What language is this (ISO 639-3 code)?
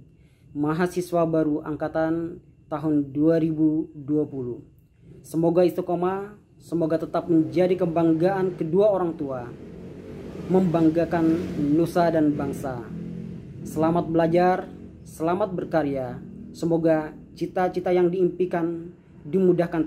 ind